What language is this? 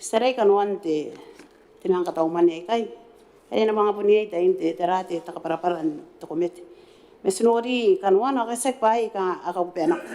Gilbertese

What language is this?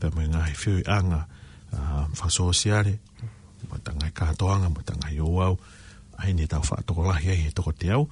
Tongan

